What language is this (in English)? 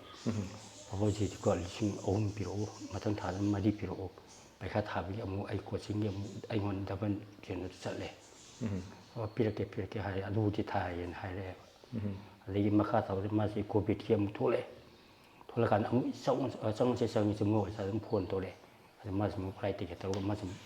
Manipuri